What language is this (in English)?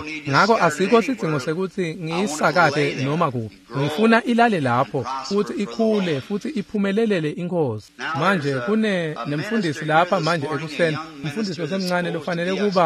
Swati